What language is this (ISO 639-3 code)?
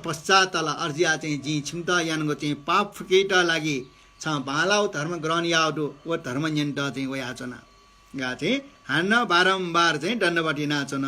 new